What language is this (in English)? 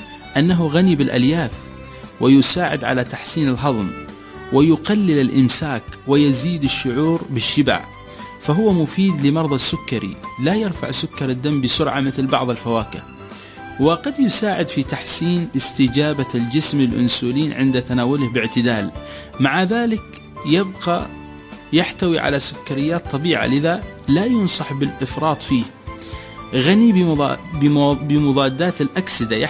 Arabic